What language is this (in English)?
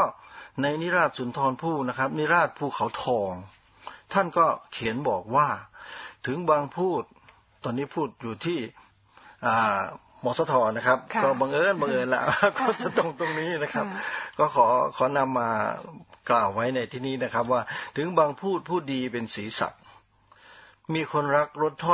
Thai